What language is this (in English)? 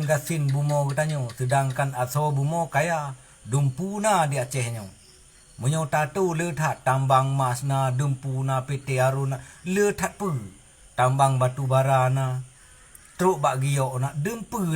Achinese